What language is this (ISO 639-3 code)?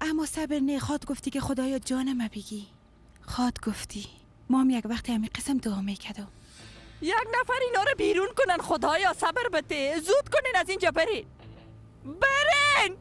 fas